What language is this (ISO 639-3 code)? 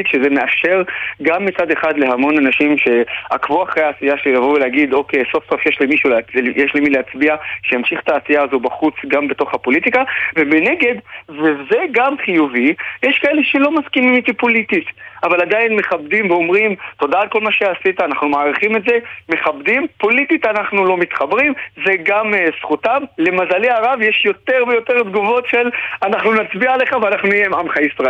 heb